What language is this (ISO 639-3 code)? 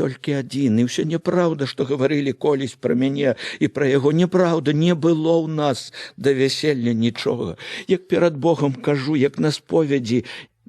bel